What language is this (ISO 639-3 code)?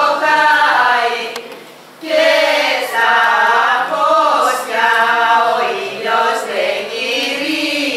ell